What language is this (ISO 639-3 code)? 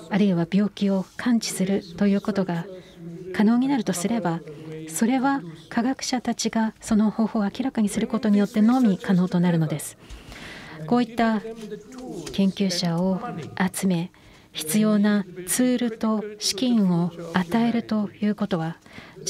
jpn